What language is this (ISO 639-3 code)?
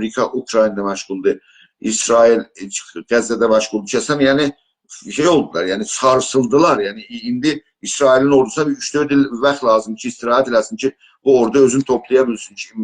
azb